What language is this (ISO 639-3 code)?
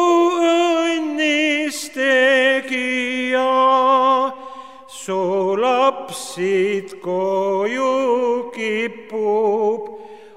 est